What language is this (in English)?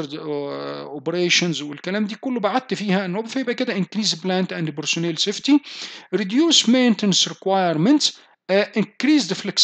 Egyptian Arabic